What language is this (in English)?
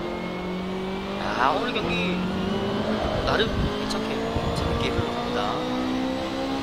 Korean